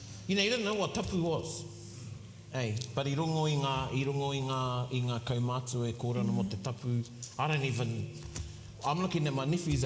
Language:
Māori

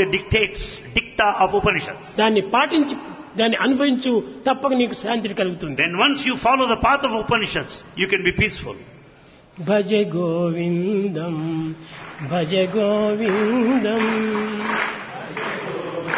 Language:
Telugu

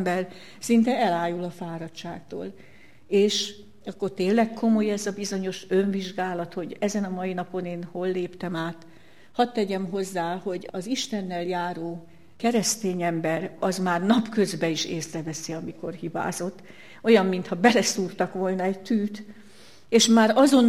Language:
Hungarian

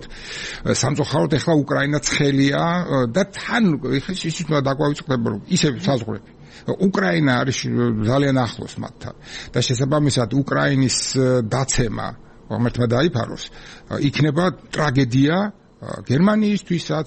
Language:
Georgian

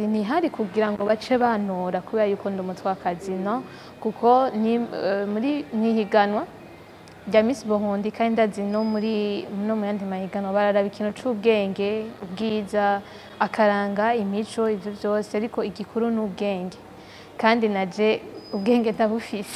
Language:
Rundi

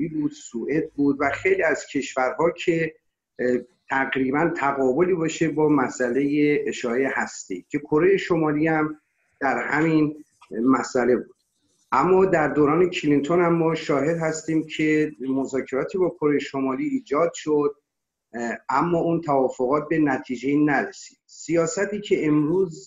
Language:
Persian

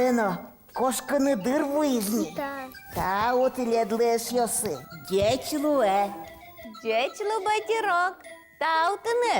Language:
Udmurt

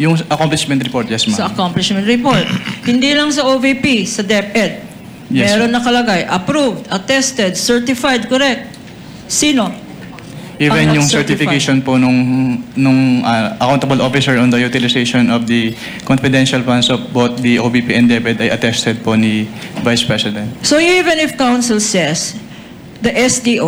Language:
Filipino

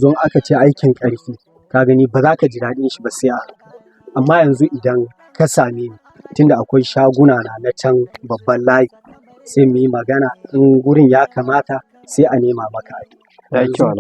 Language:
Hausa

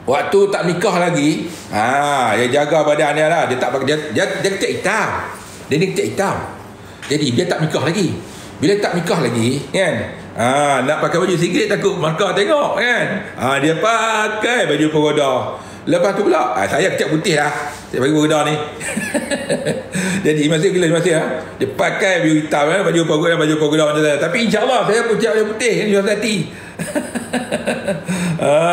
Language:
Malay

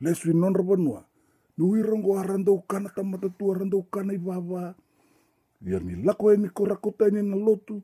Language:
Fijian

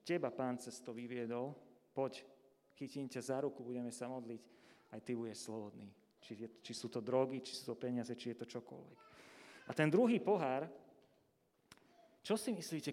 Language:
Slovak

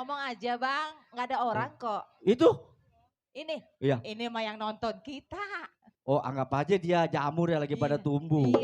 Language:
Betawi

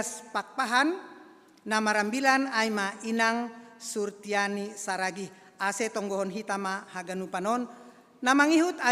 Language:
Batak Simalungun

